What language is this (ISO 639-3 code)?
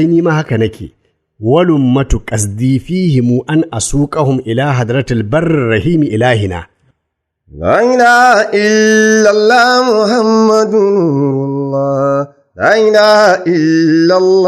hau